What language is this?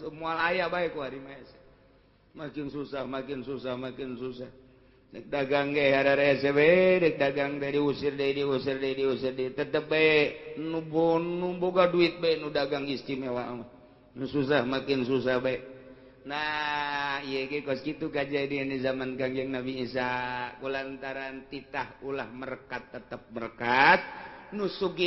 Sundanese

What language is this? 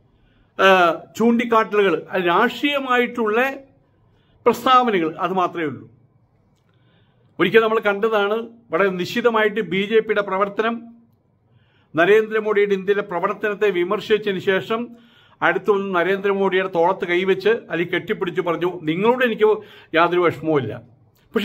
Malayalam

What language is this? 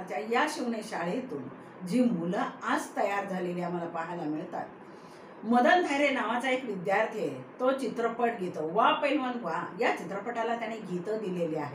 Marathi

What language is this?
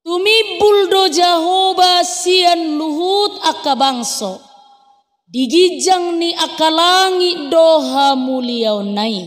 Batak Toba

